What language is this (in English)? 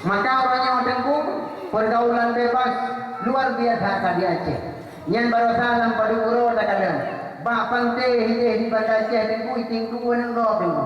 Achinese